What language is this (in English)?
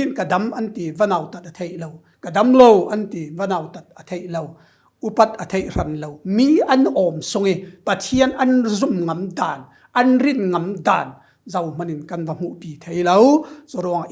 Falam Chin